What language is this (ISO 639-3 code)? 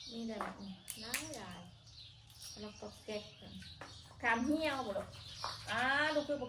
tts